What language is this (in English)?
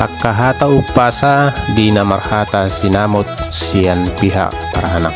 Batak Toba